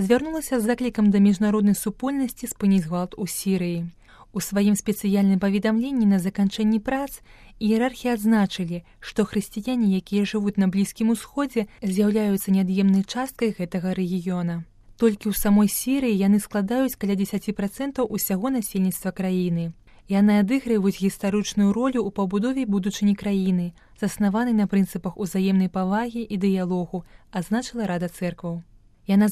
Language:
Belarusian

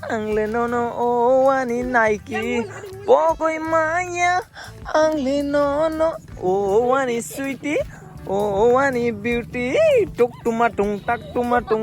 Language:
Kok Borok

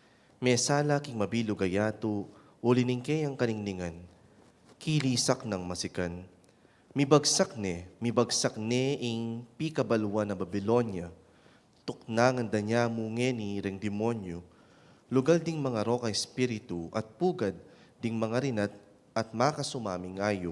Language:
Pampanga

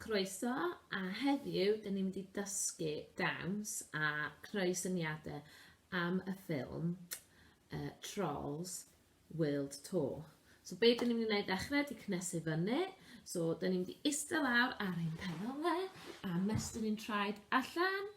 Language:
Welsh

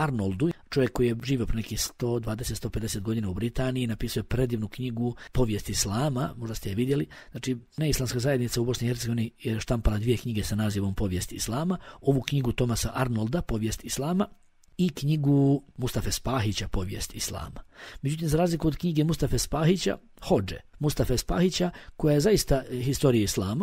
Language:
Bosnian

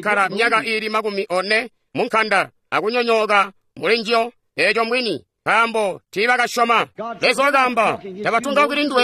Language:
Tonga (Zambia)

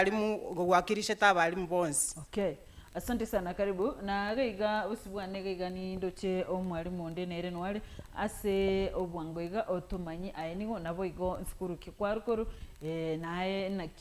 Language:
Gusii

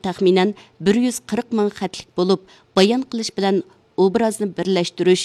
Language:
Uyghur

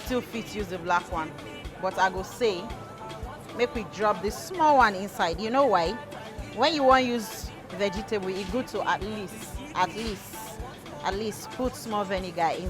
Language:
Nigerian Pidgin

